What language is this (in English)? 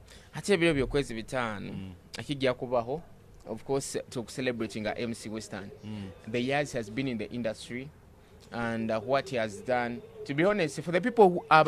Nyoro